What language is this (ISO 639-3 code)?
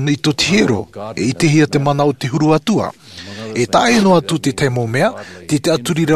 tah